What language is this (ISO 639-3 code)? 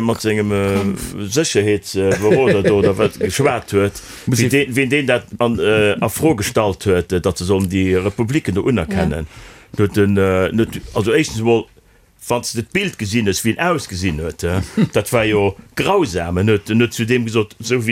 ltz